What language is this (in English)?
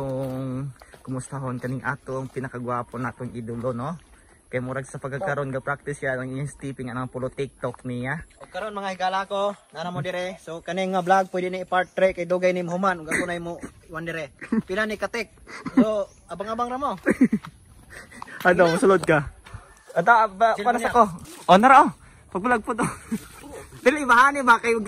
Cebuano